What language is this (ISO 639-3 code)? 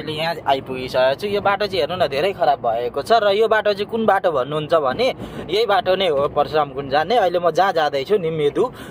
nep